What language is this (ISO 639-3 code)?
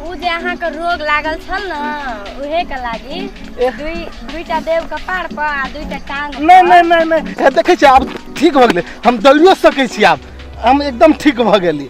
mai